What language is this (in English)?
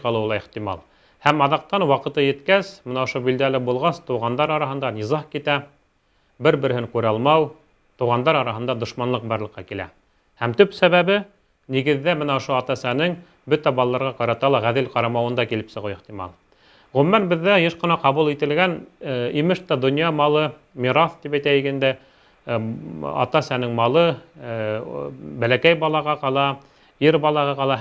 Bashkir